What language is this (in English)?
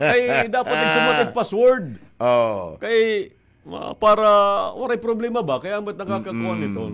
Waray